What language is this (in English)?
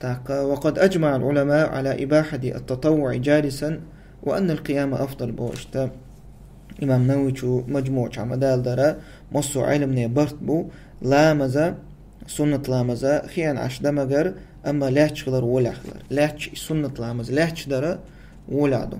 Chechen